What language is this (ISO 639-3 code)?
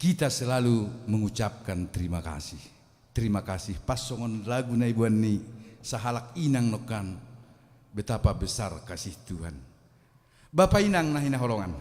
bts